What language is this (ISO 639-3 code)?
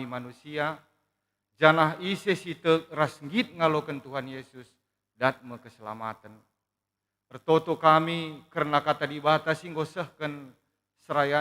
btx